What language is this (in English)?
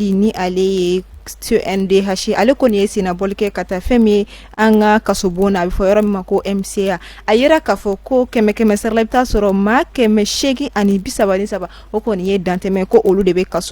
Bambara